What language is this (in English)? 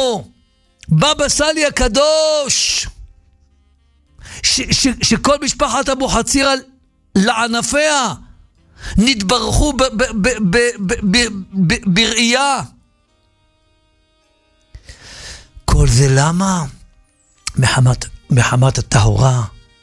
Hebrew